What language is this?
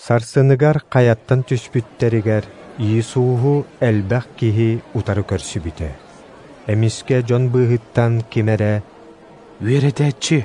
Yakut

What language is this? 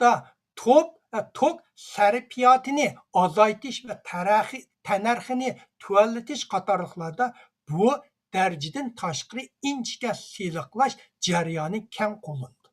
Uyghur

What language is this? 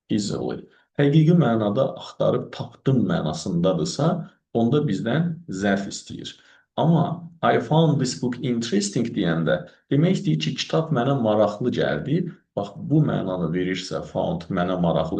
Azerbaijani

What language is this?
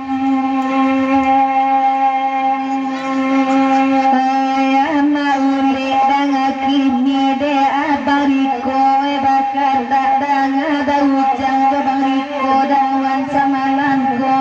Minangkabau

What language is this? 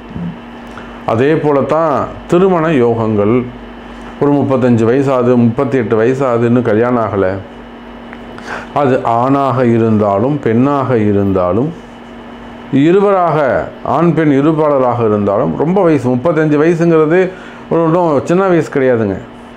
Tamil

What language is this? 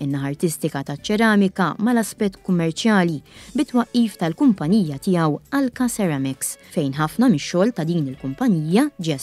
Maltese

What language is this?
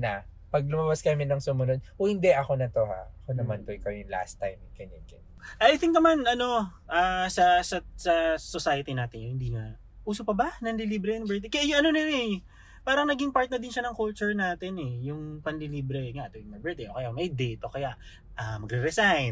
Filipino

